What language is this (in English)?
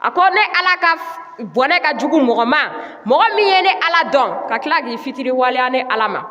Bambara